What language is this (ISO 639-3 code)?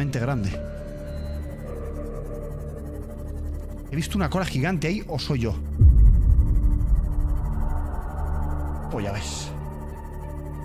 spa